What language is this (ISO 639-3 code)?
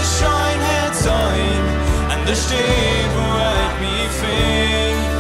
pdt